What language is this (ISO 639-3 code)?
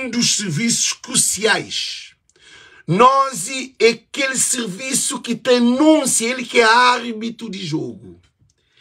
kea